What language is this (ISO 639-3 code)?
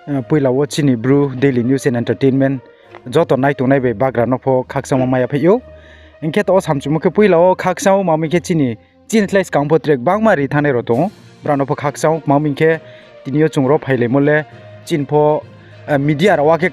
ria